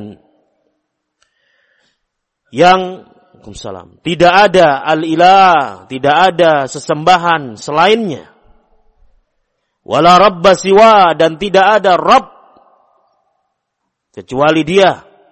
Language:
Indonesian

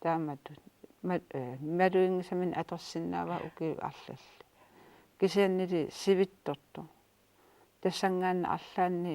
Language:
Kalaallisut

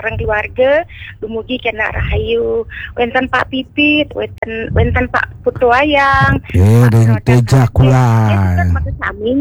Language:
Balinese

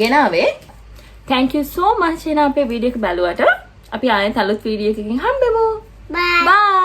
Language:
Sinhala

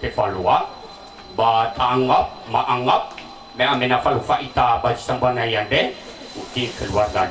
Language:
Nias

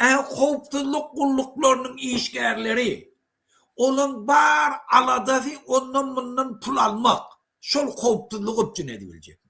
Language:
Turkmen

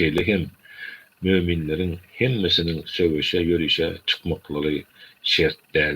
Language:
Turkmen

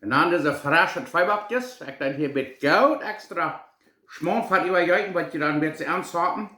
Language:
Plautdietsch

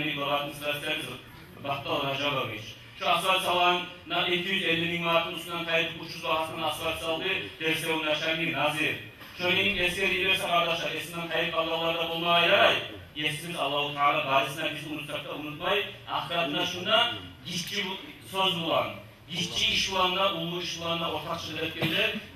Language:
Kumyk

